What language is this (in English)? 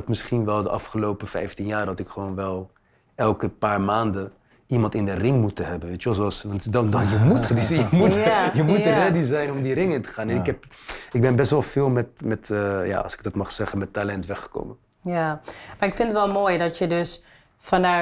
Dutch